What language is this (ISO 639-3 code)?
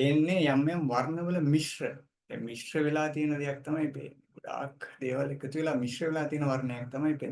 sin